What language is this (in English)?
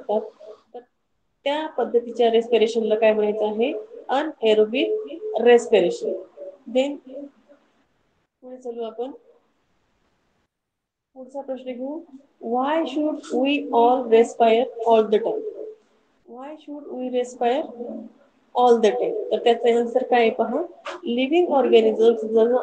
Marathi